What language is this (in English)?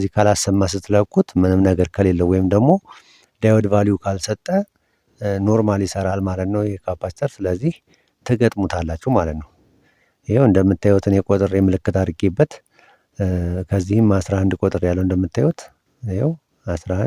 Amharic